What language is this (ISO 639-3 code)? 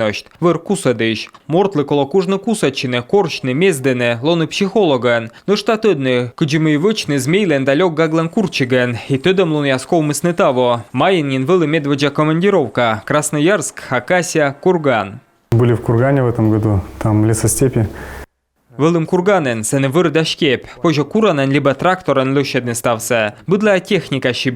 kom